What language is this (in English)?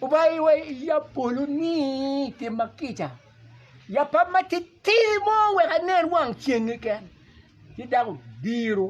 Acoli